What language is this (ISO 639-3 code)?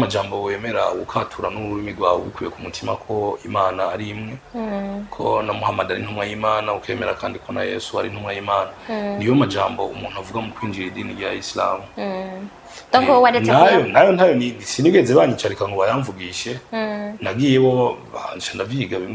run